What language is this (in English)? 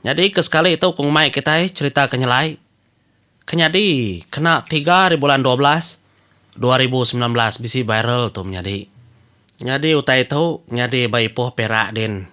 Iban